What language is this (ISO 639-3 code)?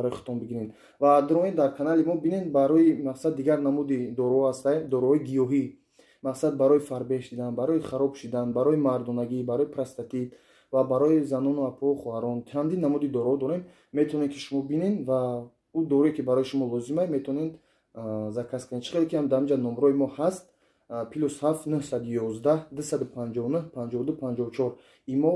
tgk